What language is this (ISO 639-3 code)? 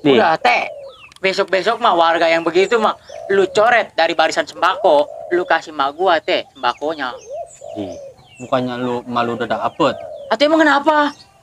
bew